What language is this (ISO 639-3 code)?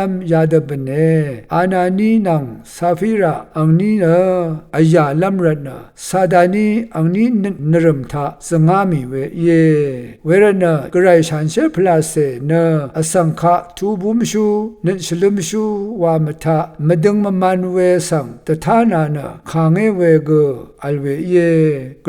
raw